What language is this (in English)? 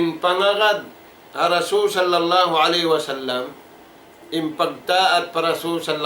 Tausug